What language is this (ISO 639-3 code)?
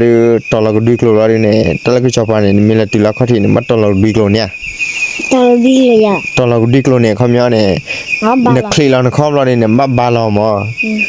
ksw